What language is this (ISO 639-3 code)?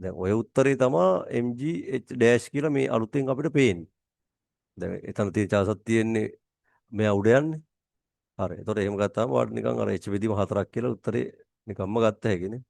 sin